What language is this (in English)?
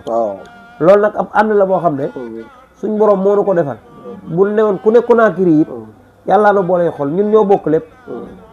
Wolof